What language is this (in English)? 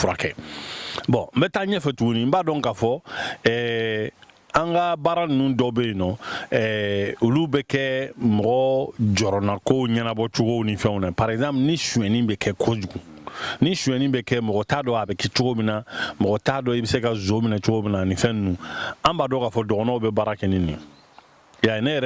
Bambara